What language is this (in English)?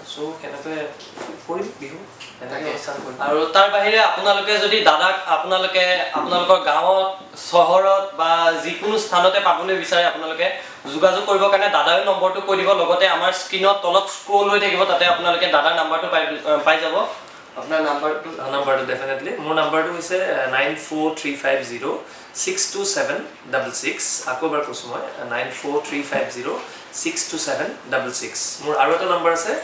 Assamese